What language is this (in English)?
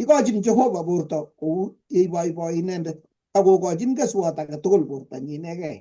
Kalenjin